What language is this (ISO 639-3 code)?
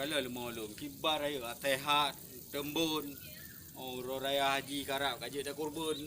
ace